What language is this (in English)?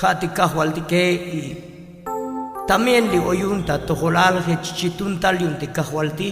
Tzotzil